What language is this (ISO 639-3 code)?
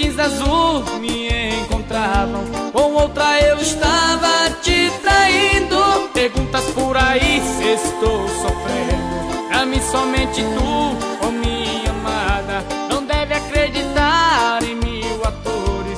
por